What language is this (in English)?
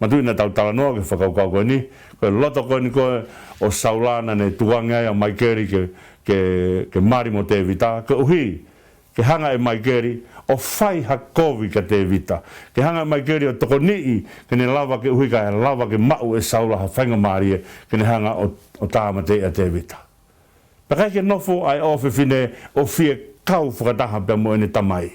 Tongan